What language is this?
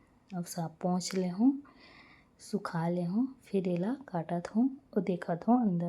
Chhattisgarhi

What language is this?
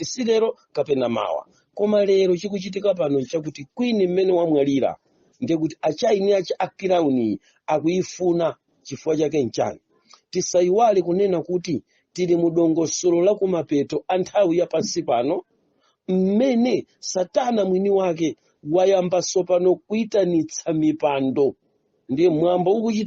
Nyanja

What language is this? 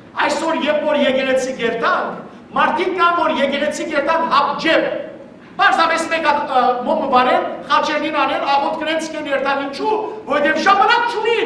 Western Armenian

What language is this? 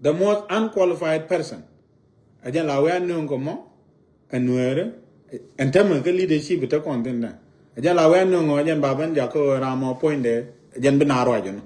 Nuer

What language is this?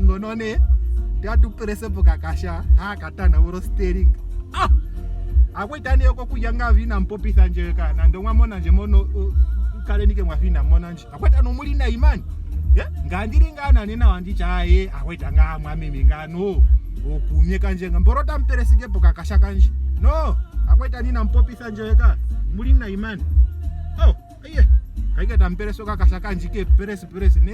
Ndonga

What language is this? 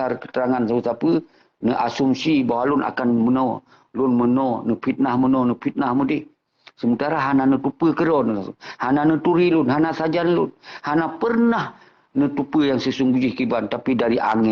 Achinese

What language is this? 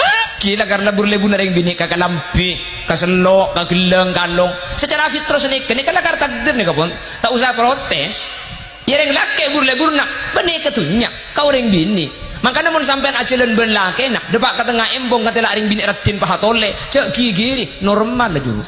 Madurese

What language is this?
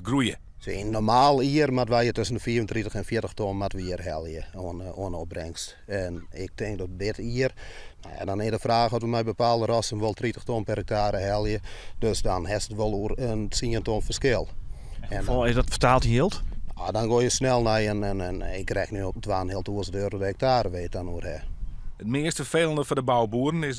Western Frisian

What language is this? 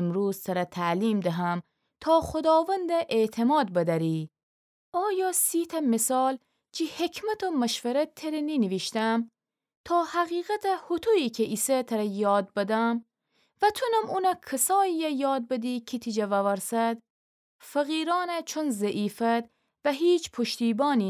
Gilaki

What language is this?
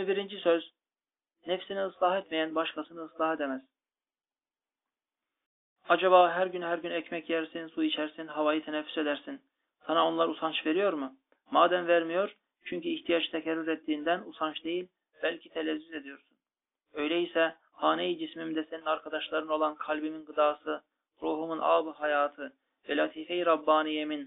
Turkish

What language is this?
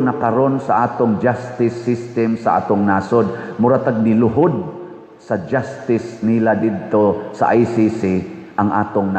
Cebuano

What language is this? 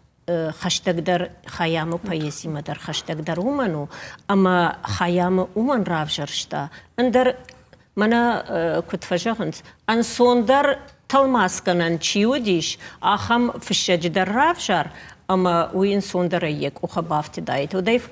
Ossetic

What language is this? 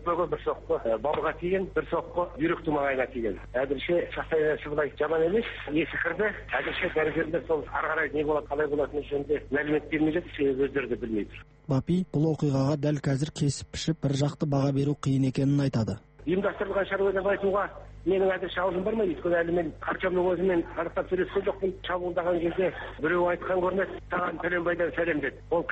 Kazakh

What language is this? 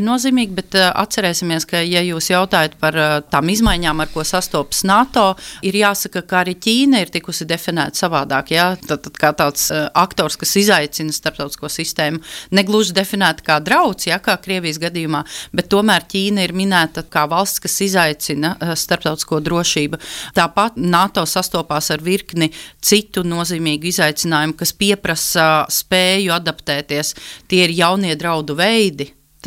Latvian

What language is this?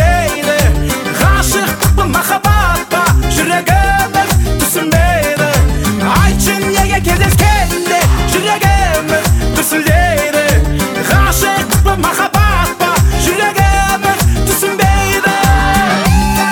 Kazakh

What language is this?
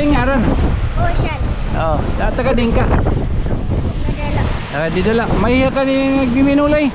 Waray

